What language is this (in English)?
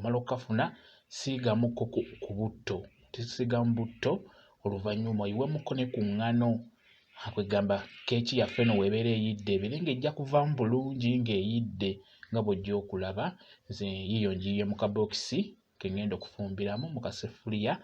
Ganda